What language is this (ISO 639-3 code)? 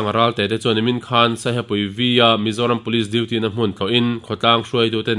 lus